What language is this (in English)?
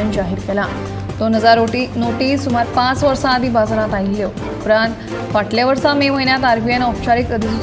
Konkani